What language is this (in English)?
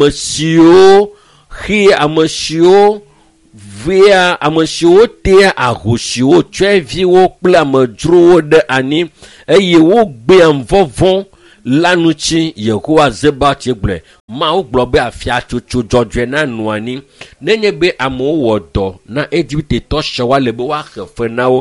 Ewe